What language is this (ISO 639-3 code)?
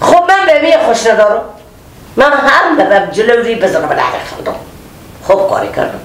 fas